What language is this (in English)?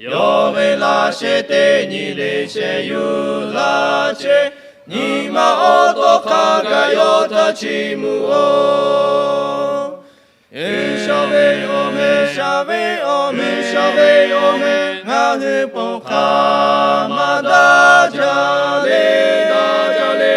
Lahu